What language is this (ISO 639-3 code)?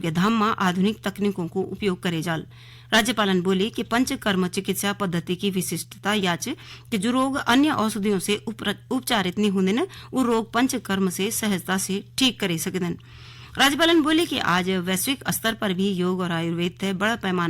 gbm